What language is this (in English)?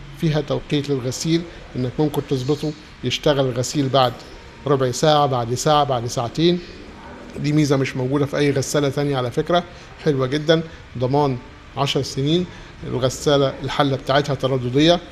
Egyptian Arabic